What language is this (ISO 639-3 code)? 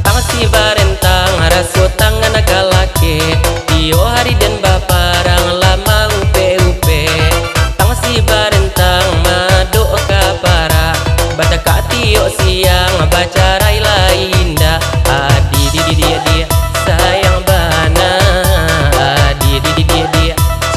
min